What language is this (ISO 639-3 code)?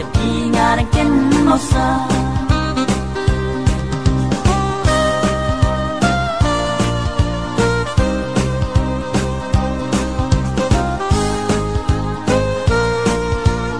kha